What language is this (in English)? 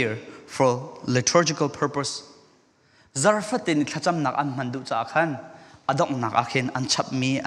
Falam Chin